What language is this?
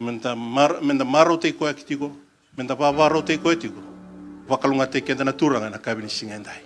Fijian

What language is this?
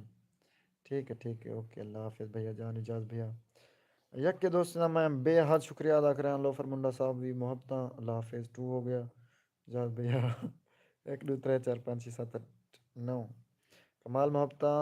Saraiki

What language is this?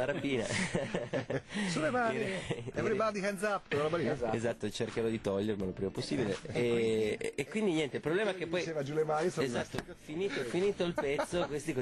Italian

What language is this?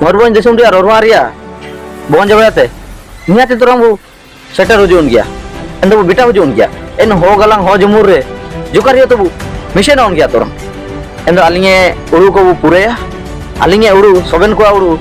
Ho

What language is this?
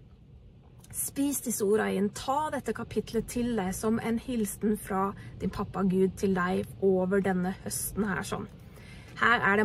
Norwegian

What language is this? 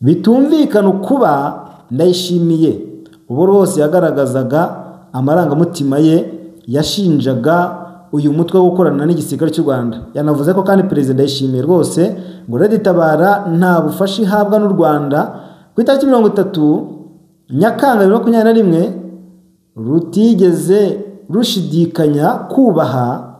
Kinyarwanda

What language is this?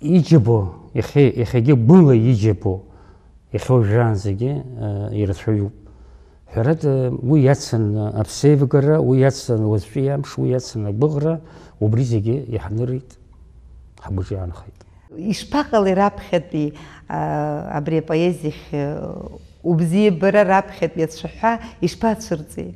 Abkhazian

